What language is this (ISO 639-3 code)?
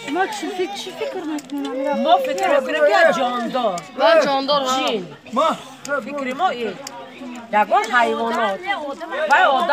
tgk